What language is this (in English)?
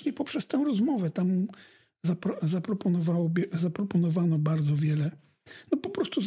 Polish